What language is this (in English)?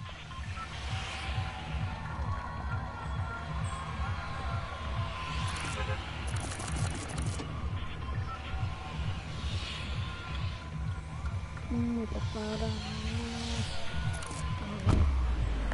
Icelandic